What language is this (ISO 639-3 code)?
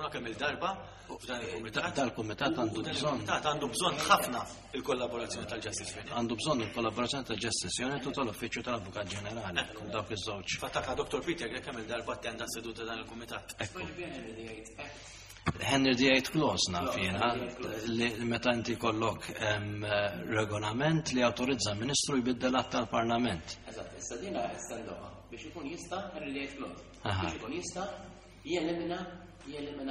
mlt